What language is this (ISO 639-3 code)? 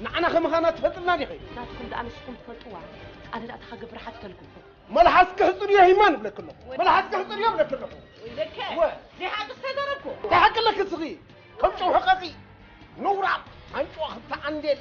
tir